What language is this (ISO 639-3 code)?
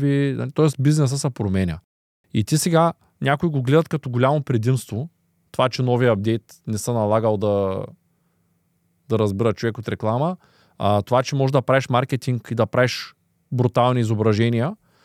bul